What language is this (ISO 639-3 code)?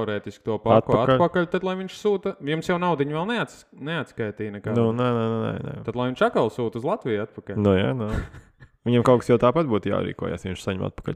lav